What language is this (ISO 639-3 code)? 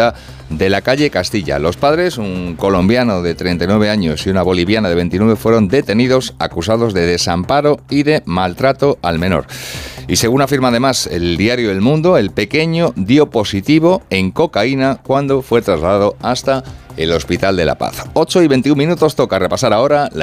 spa